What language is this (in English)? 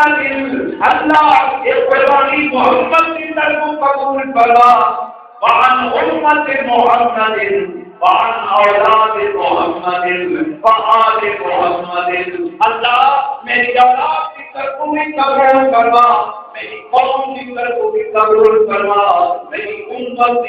Saraiki